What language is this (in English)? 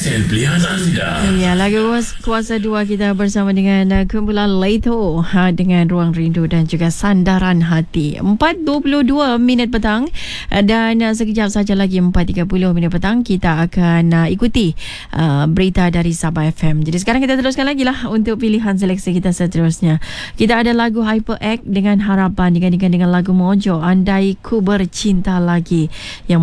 Malay